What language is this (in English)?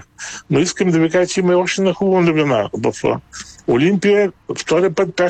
Bulgarian